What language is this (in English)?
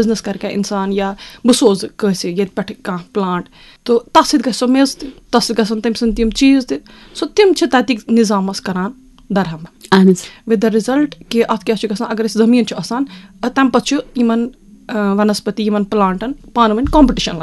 Kashmiri